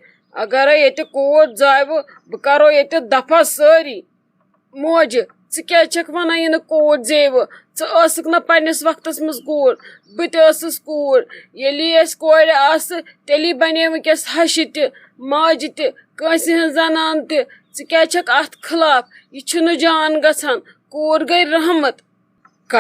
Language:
Kashmiri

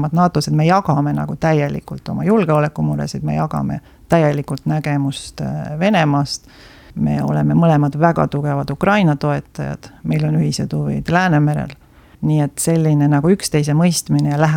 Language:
Estonian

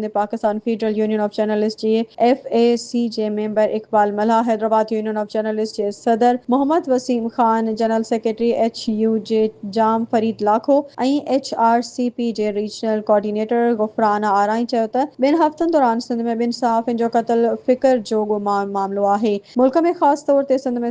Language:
Sindhi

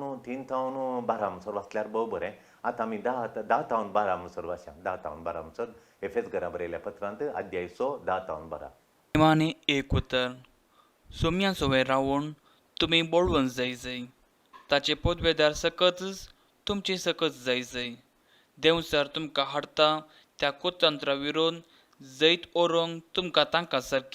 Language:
Konkani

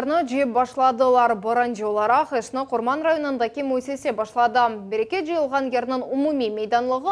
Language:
Crimean Tatar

